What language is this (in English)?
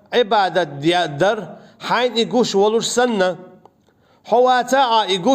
Chechen